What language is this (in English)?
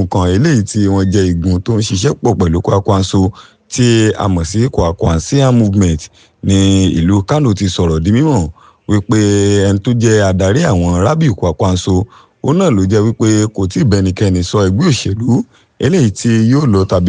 Yoruba